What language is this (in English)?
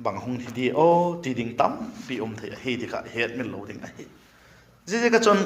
Vaiphei